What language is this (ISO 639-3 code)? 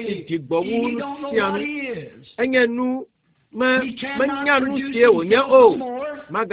ewe